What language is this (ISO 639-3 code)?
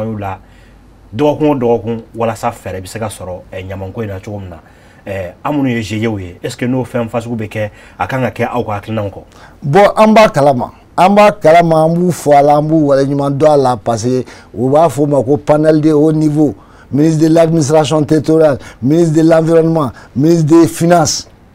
bam